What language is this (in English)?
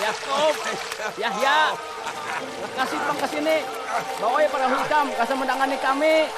Banjar